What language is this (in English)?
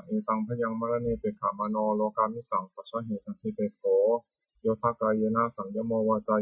Pali